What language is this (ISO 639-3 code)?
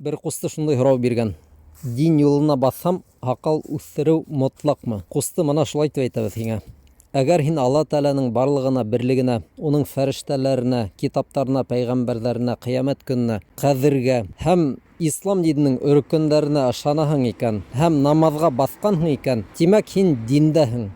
bak